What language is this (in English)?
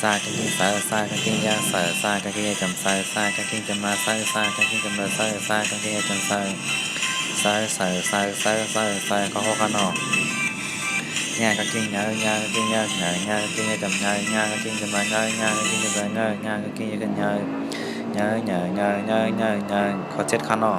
Shan